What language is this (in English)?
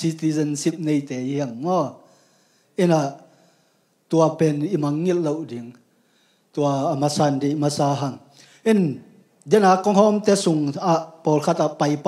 Tedim Chin